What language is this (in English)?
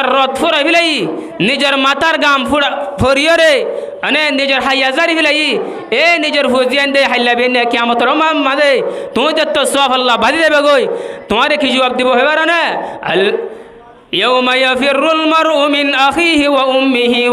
Rohingya